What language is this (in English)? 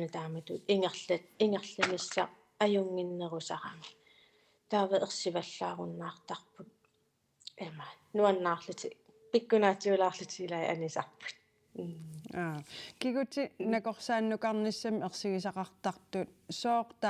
Kalaallisut